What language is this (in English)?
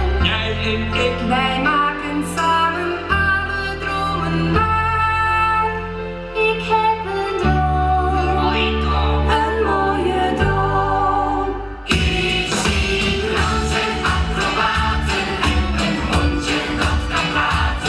Dutch